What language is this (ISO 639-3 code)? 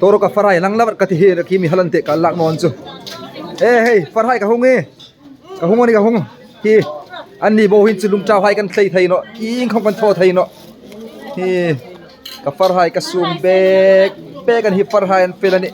hmr